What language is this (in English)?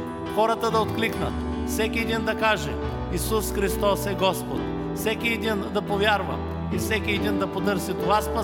Bulgarian